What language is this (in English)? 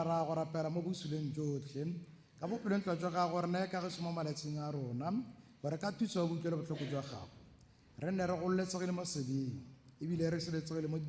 Tswana